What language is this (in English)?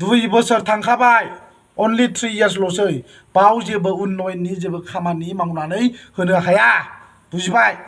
Bodo